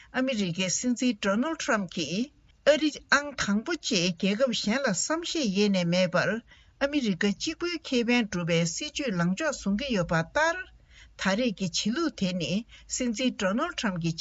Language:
Tibetan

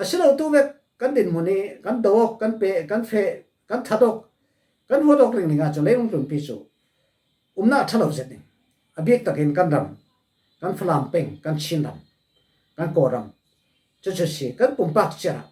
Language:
Falam Chin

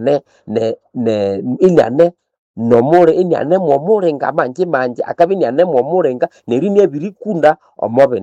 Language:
Nande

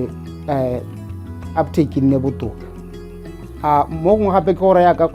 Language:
Tswana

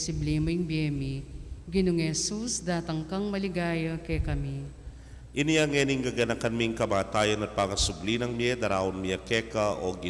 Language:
Pampanga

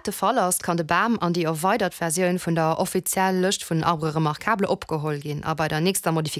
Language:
Luxembourgish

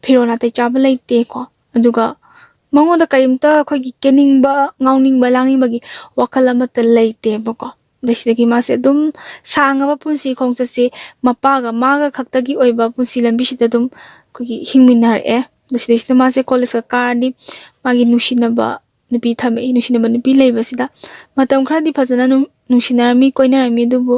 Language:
Manipuri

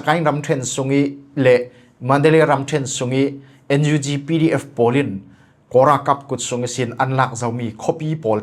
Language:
Falam Chin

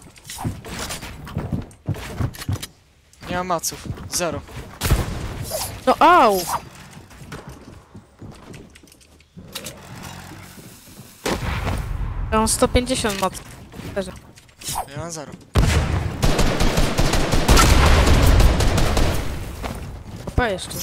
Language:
Polish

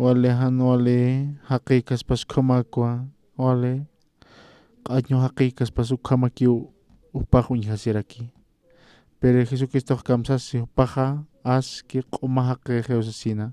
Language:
Aymara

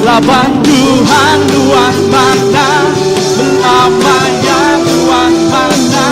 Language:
Iban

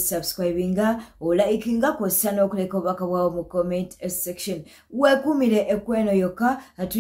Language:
Ganda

